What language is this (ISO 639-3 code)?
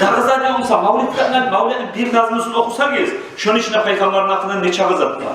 kum